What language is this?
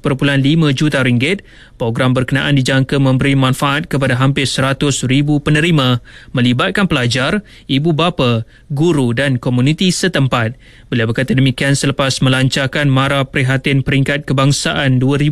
Malay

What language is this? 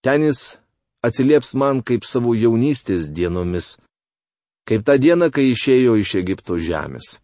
Lithuanian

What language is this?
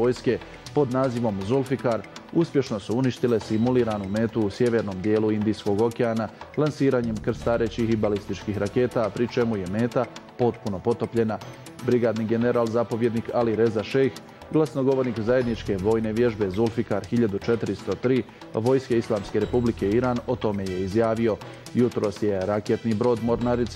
Bosnian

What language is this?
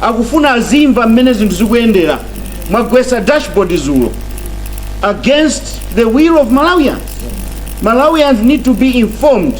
Nyanja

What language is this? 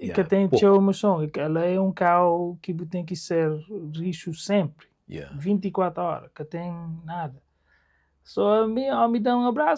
Kabuverdianu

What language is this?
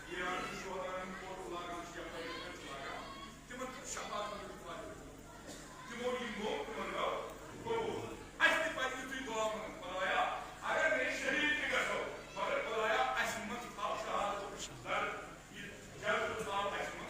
Kashmiri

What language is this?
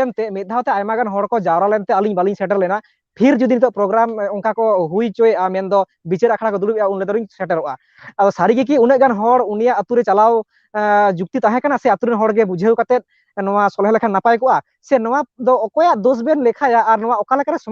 Santali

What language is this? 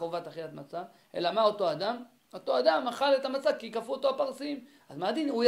Hebrew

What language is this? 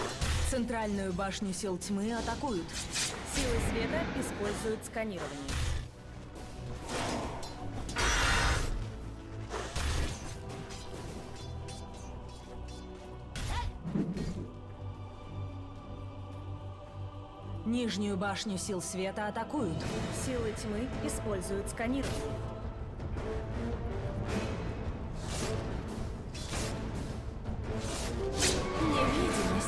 Russian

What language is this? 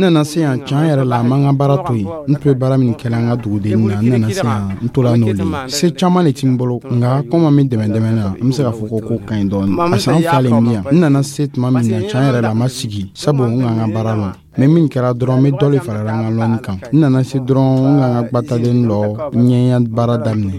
Dyula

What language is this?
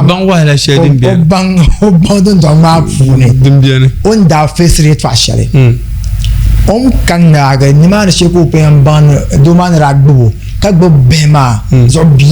Dagbani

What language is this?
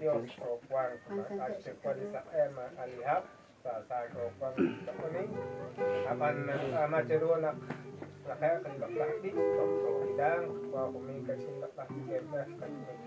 Kekchí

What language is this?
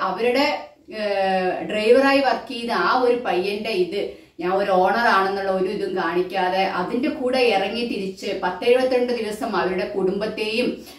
Malayalam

